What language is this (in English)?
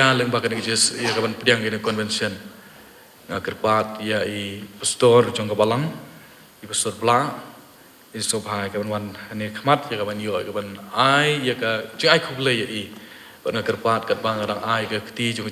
Khasi